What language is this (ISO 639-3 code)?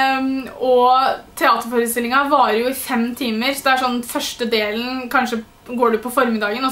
nor